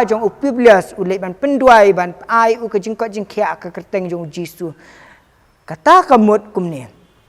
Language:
Khasi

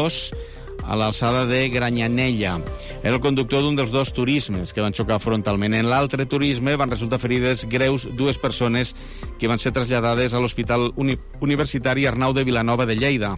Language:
Catalan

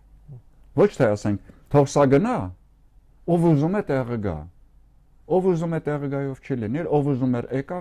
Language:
Armenian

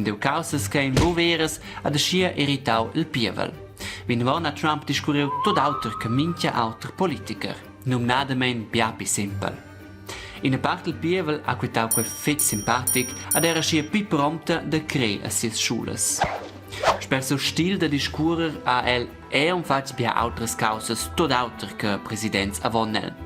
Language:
Romansh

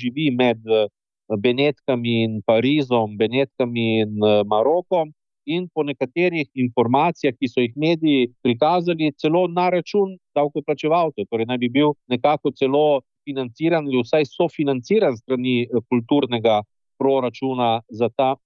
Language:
Slovenian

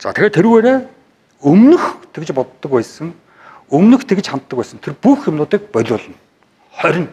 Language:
Mongolian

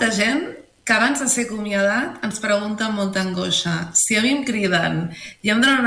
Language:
Catalan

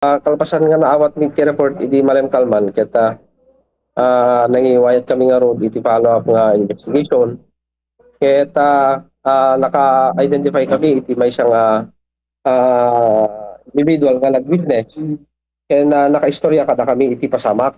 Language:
Iloko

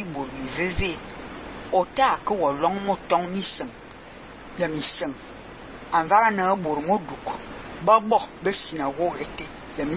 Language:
Fang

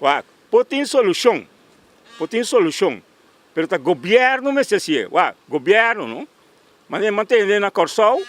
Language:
Papiamento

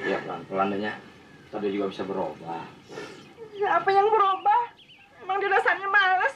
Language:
Betawi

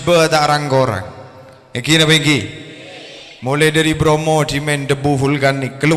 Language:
Madurese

